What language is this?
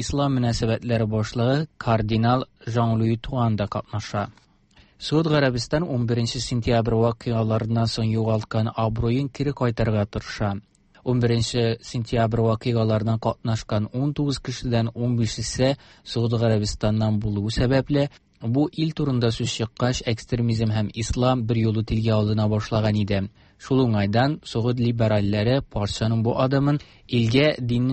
Tatar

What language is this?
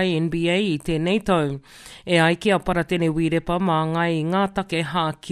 Māori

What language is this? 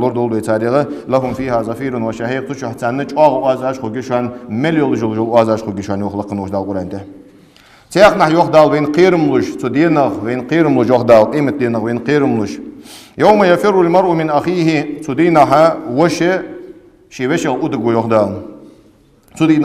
Ingush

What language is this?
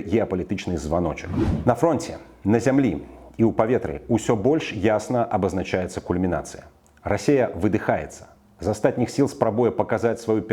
Belarusian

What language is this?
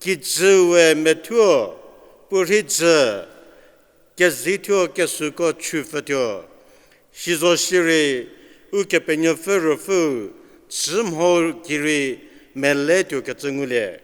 Angami Naga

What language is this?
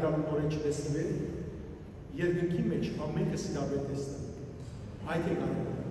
Western Armenian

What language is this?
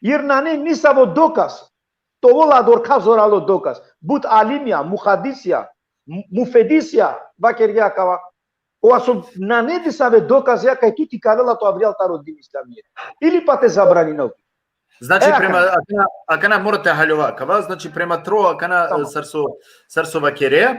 Balkan Romani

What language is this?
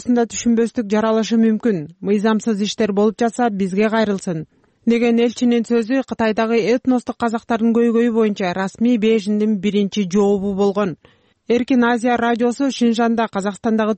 Kyrgyz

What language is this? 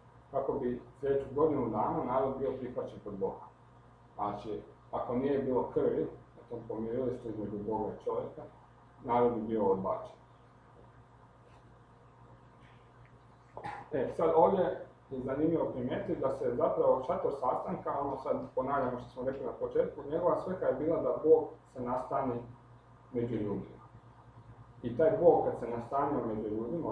Croatian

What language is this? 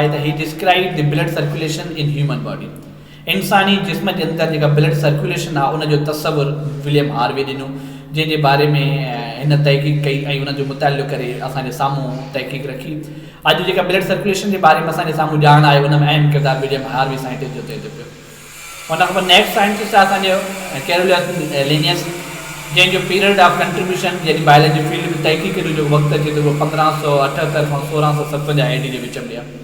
Sindhi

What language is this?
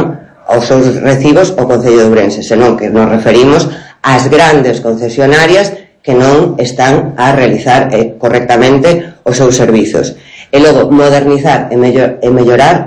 Galician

